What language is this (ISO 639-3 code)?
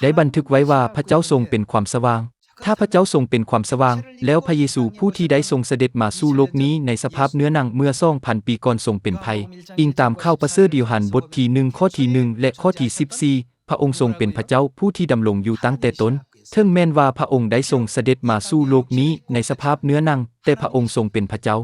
lao